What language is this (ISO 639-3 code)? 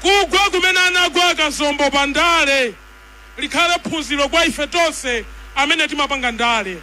nya